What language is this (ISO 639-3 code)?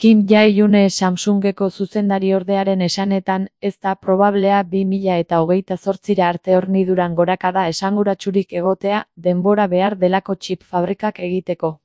eus